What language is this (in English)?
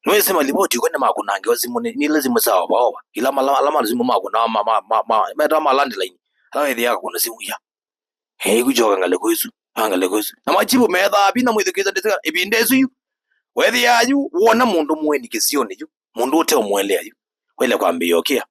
Kamba